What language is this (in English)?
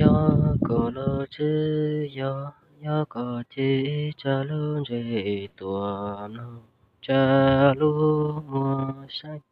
Hmong